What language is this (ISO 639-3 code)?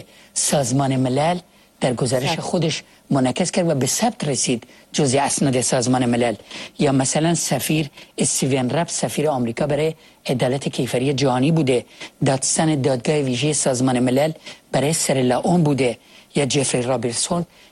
fas